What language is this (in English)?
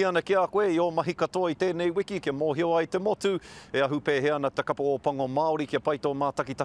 Māori